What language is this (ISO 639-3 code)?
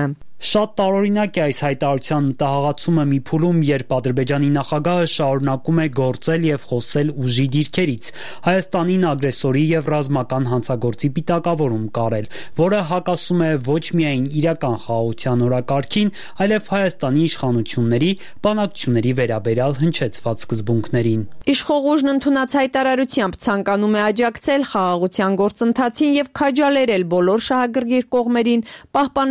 hye